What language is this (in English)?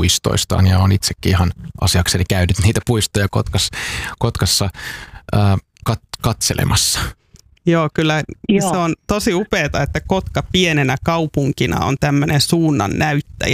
Finnish